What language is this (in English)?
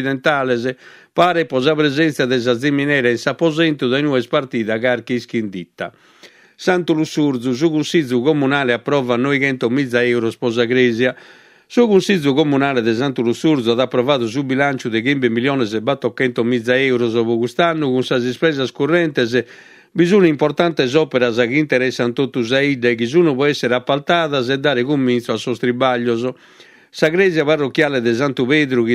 Sardinian